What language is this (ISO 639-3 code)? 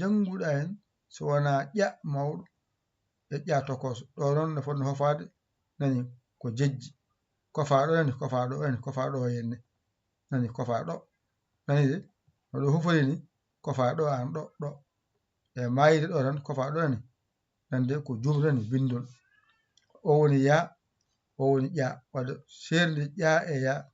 ful